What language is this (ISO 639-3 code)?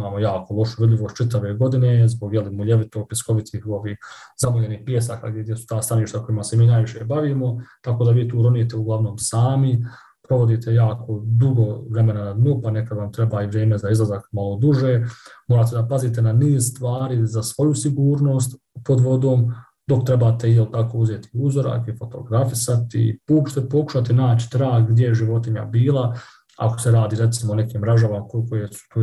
bos